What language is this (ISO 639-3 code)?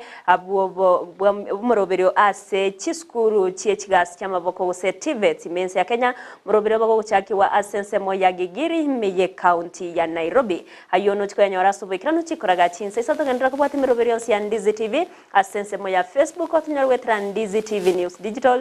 guz